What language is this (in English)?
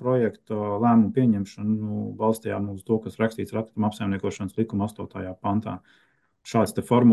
Latvian